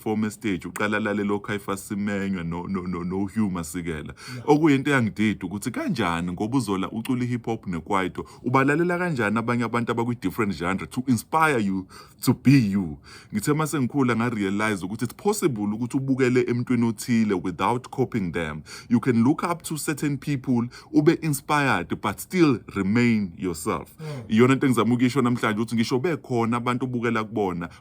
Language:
Zulu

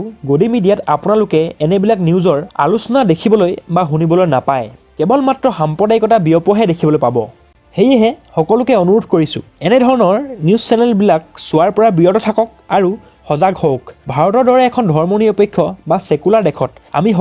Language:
Assamese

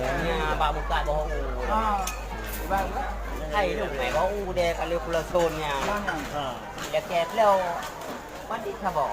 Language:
Achinese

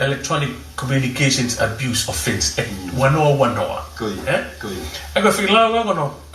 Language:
Tongan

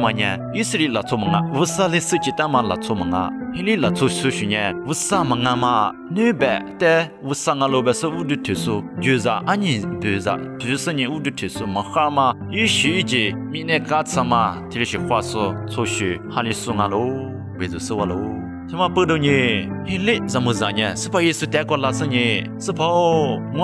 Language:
Lisu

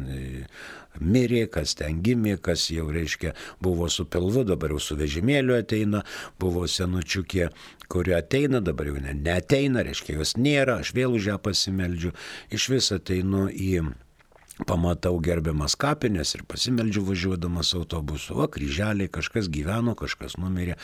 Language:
Lithuanian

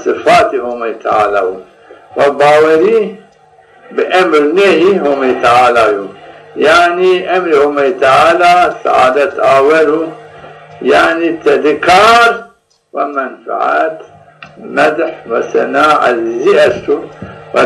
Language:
Zaza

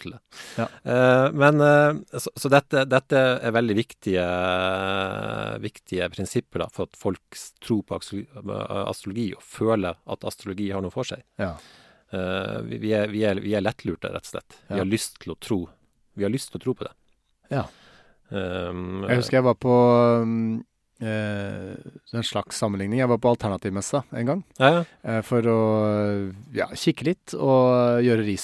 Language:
Norwegian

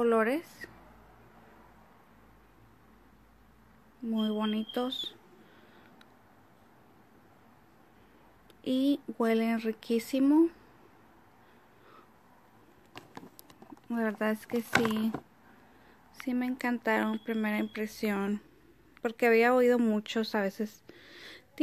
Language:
Spanish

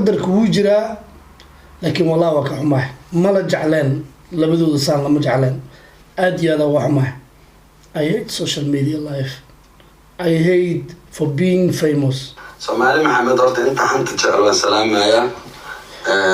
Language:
Somali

